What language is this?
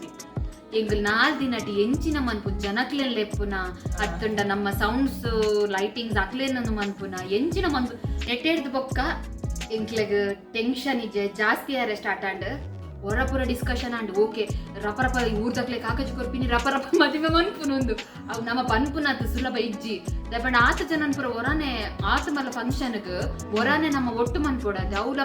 Tulu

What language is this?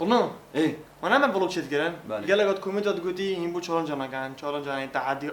Kurdish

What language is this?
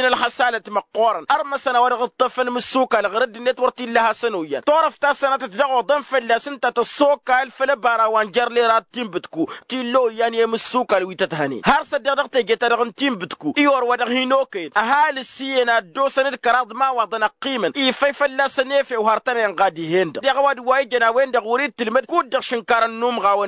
Tamasheq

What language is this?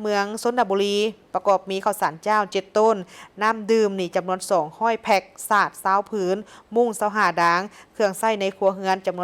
Lao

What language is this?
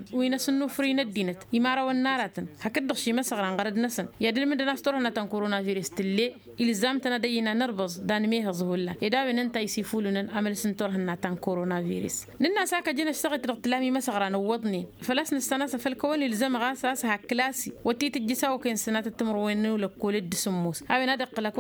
Tamasheq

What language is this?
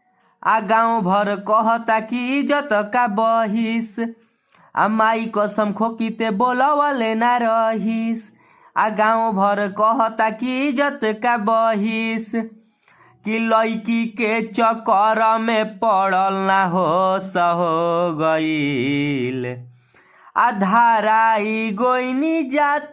Bhojpuri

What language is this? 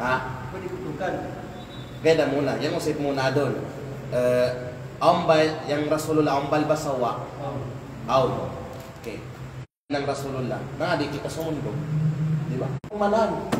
Kalagan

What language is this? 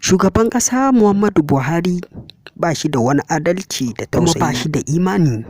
Hausa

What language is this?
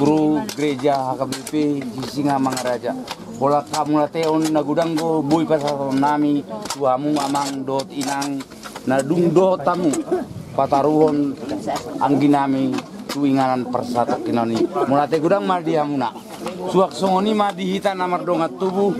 Batak Toba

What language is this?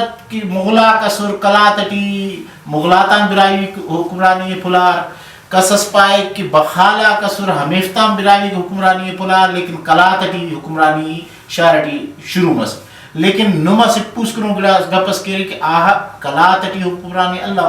Brahui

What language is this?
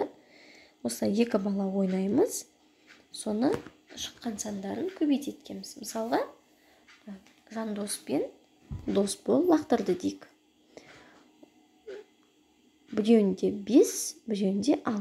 Kazakh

